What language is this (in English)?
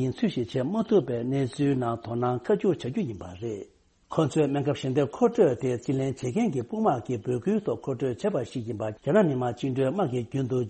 Tibetan